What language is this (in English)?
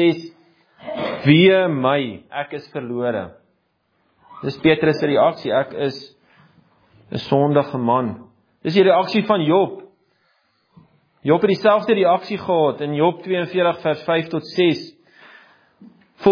Afrikaans